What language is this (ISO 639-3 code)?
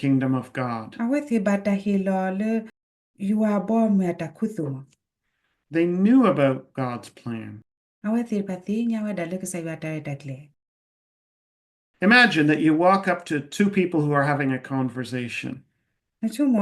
ksw